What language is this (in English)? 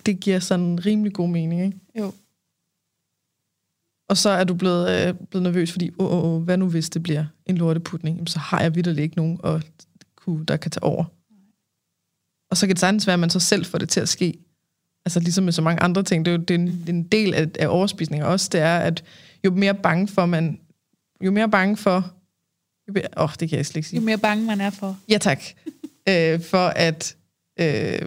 Danish